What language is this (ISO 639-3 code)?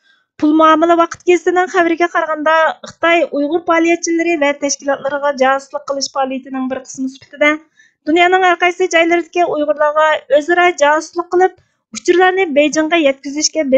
uig